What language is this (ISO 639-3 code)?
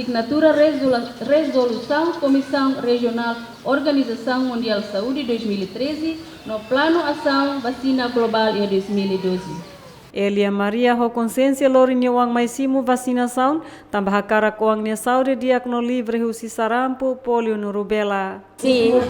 tet